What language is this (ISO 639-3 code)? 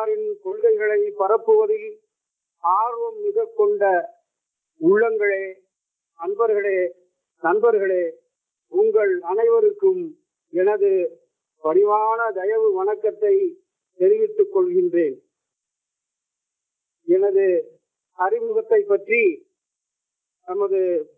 tam